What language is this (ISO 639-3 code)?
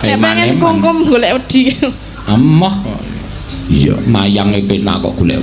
jav